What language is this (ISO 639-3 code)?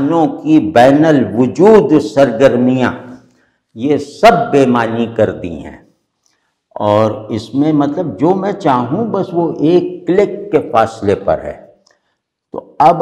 urd